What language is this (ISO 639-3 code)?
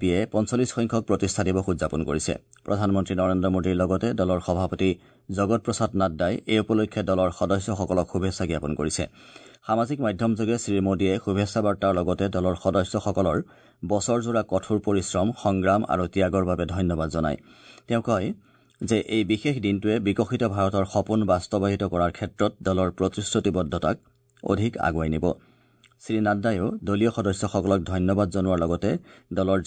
asm